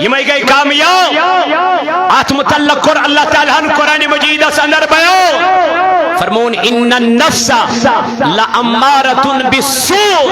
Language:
Kashmiri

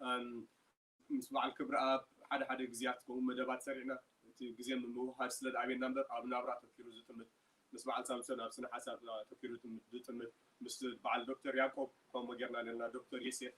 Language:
Tigrinya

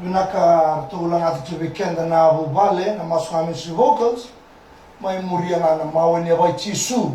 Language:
Fijian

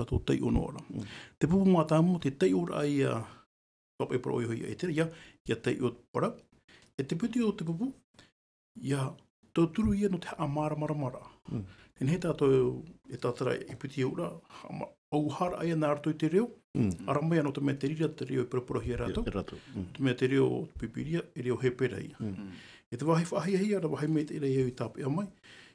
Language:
Tahitian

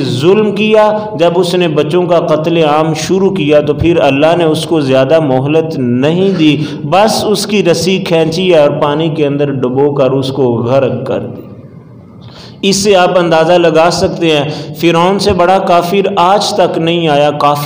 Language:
Urdu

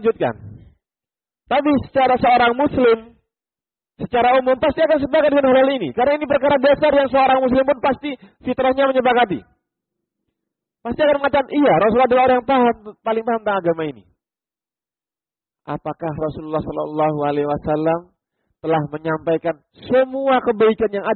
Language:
Indonesian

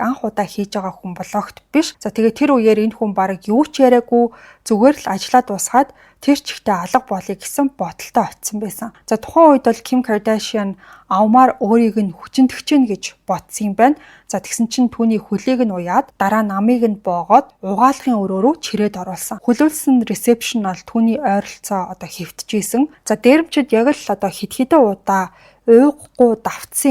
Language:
Mongolian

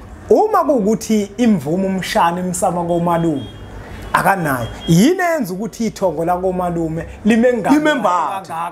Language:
Zulu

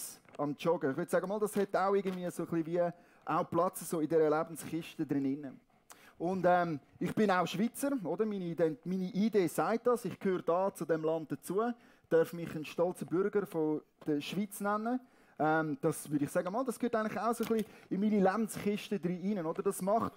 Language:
Swiss German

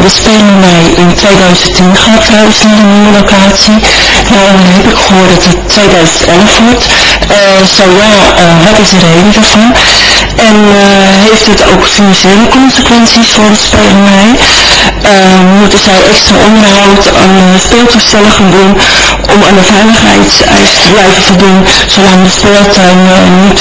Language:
Dutch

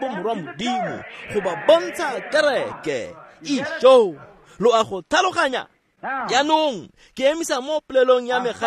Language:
Tswana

